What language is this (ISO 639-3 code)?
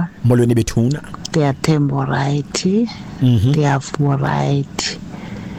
xho